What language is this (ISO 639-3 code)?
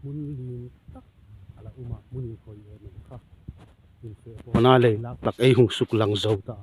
hmr